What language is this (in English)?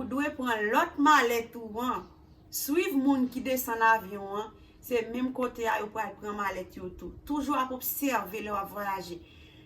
Haitian Creole